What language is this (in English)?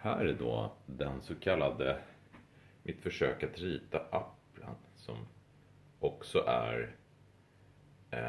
Swedish